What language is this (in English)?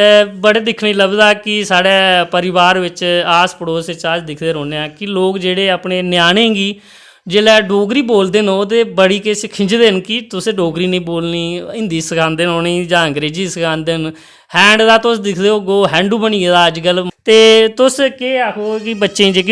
Dogri